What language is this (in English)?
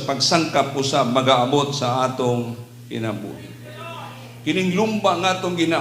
Cebuano